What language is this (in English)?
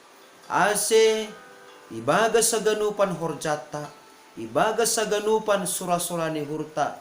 Batak Simalungun